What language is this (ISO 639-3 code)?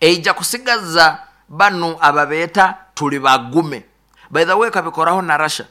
nyn